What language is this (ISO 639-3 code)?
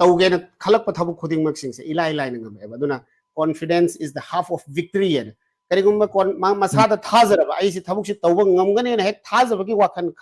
mni